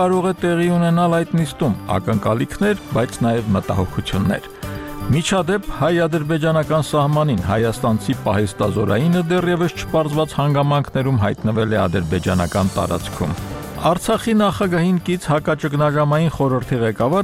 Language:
Armenian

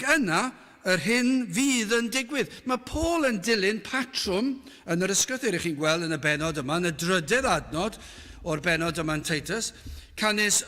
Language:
Welsh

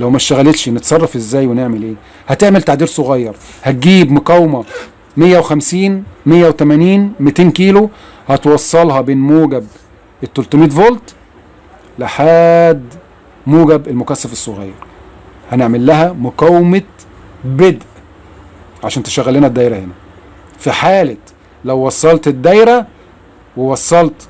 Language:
Egyptian Arabic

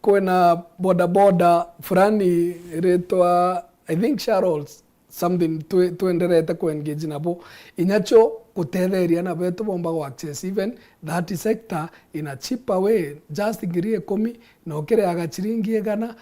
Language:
Meru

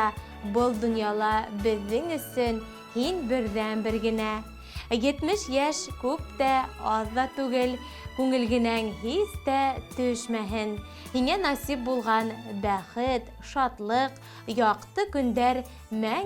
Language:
Bashkir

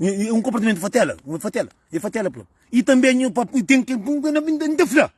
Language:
Kabuverdianu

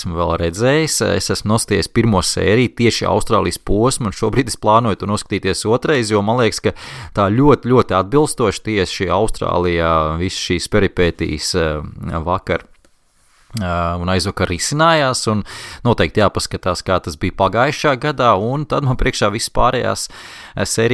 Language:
Latvian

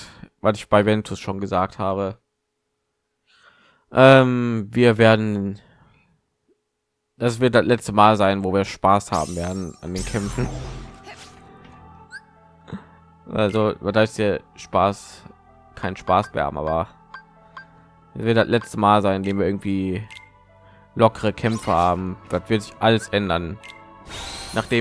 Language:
German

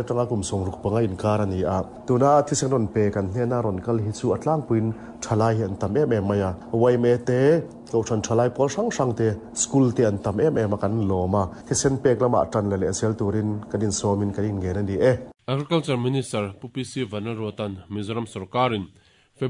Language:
Mizo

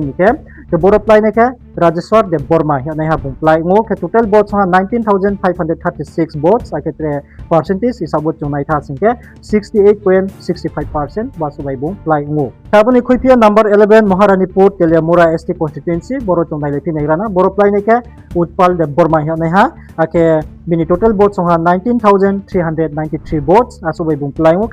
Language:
Riang (India)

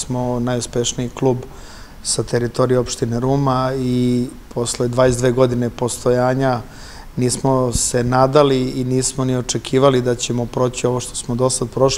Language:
Serbian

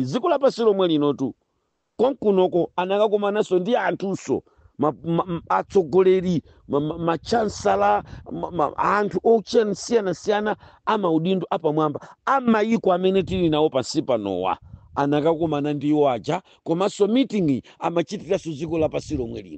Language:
Nyanja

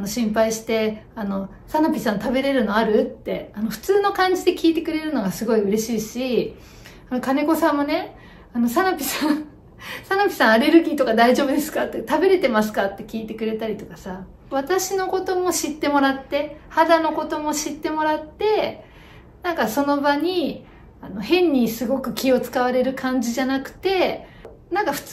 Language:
Japanese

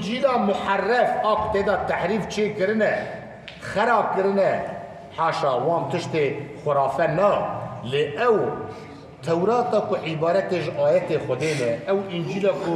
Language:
Kurdish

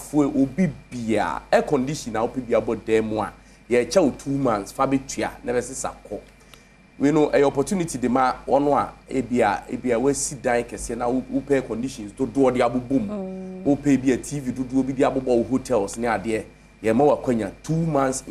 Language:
Akan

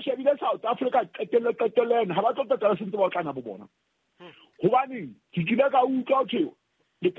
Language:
Southern Sotho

